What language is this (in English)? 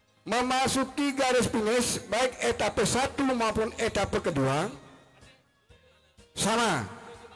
Indonesian